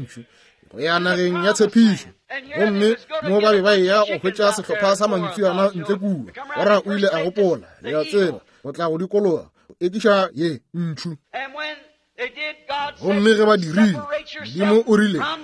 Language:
Northern Sotho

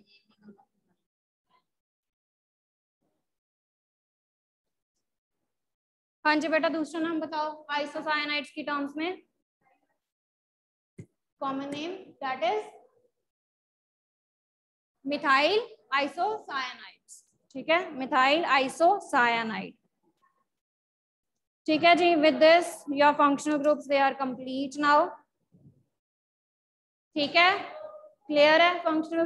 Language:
Hindi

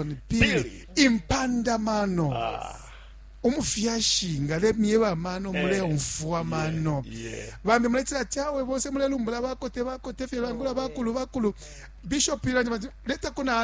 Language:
Bemba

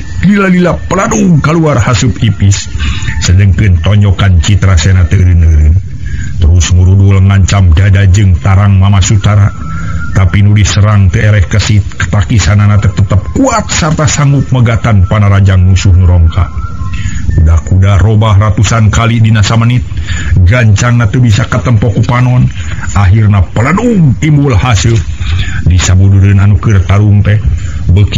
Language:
Sundanese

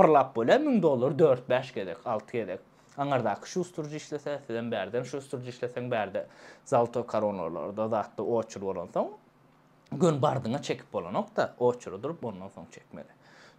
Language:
Turkmen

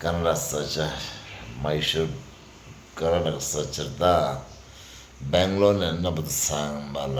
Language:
Tibetan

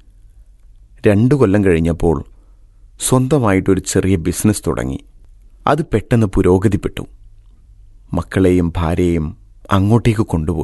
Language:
Malayalam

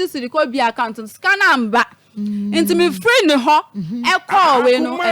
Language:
Akan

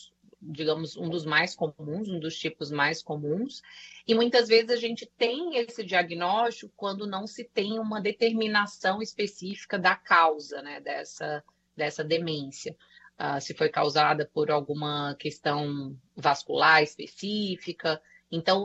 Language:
Portuguese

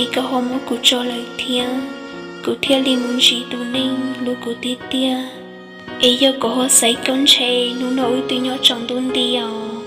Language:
Hmong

